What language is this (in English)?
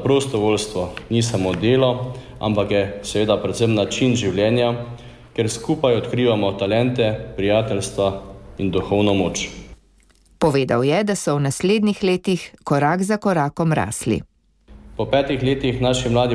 Slovenian